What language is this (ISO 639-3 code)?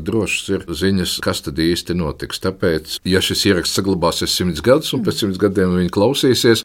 lav